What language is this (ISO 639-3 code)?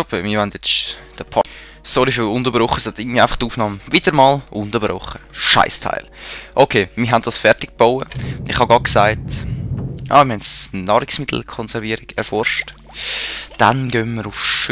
gsw